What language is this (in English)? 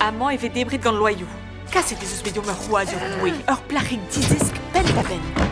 Breton